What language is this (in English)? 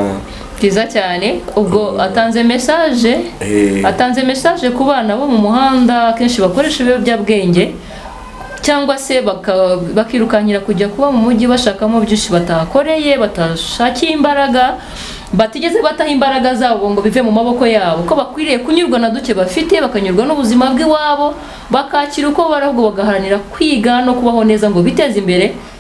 Kinyarwanda